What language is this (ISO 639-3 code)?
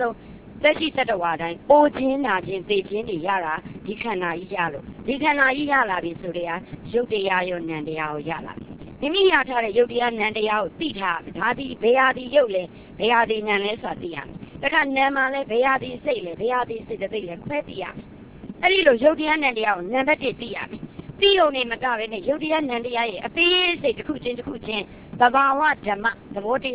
mya